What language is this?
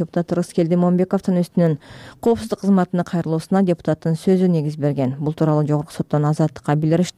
Kyrgyz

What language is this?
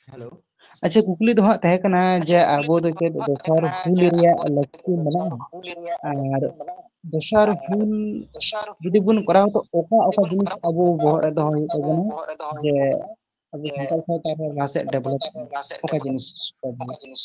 Santali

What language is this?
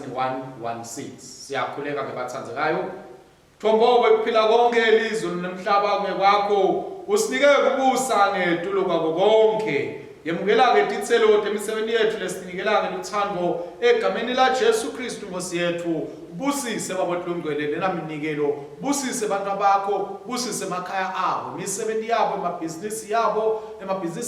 Swati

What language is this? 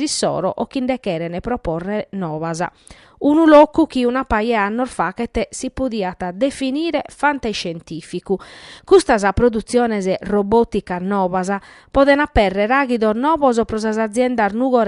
Sardinian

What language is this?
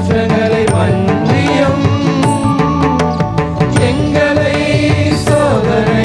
Tamil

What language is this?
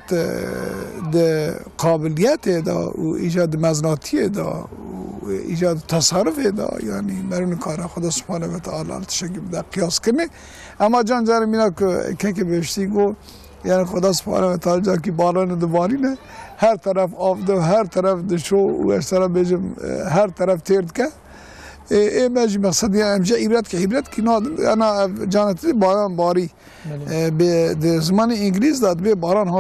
Kurdish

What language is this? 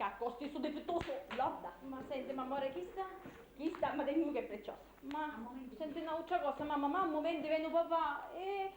Sicilian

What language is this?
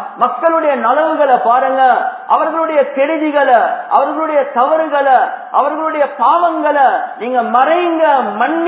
Tamil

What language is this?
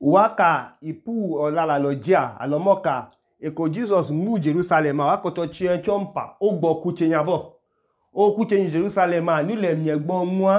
Idoma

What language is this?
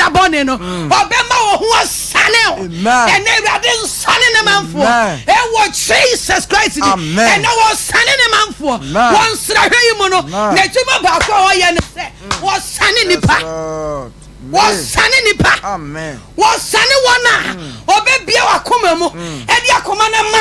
Akan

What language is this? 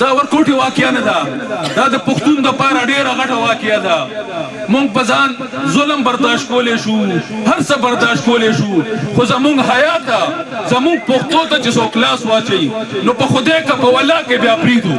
Pashto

